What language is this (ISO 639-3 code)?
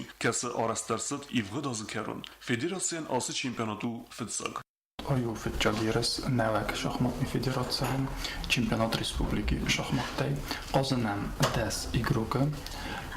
oss